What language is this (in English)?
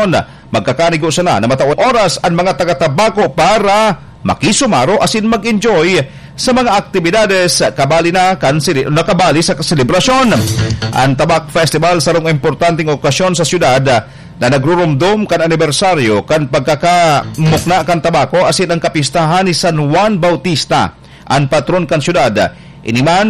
Bikol